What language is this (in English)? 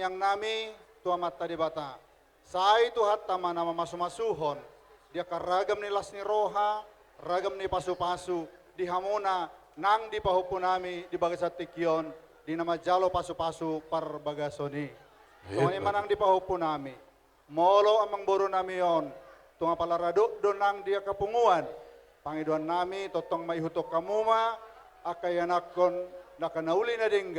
Batak Toba